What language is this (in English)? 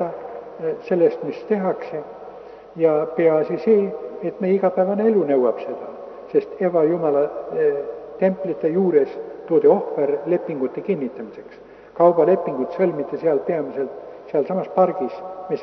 Estonian